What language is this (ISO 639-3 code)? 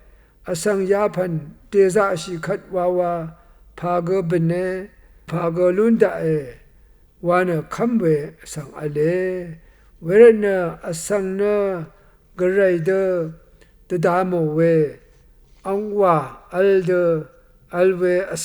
raw